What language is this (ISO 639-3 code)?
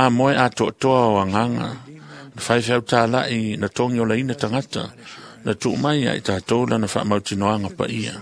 smo